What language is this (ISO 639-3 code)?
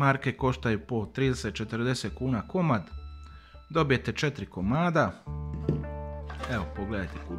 hrv